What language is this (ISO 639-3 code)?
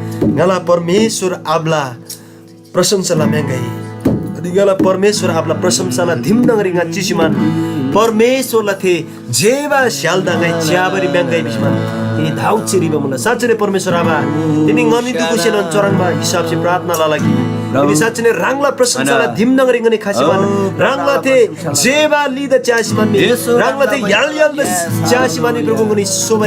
taj